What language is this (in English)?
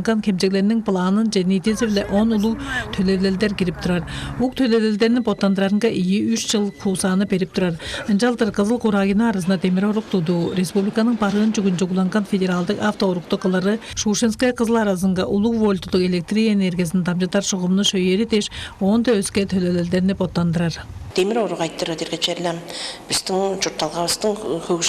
Tuvinian